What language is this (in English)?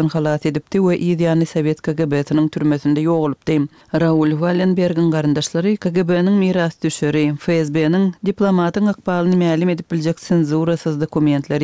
Turkmen